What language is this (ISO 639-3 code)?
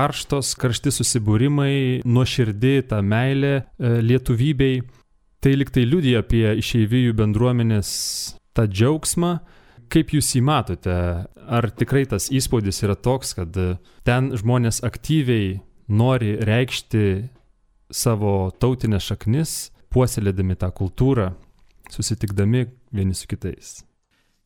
lit